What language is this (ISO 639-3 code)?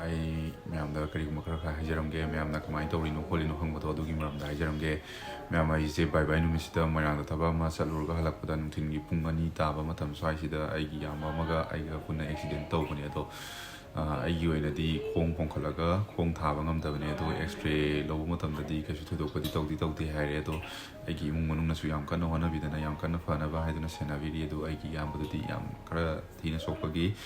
mni